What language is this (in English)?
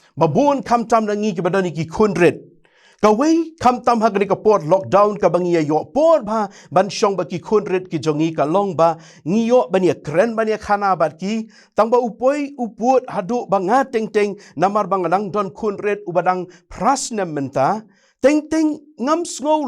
Khasi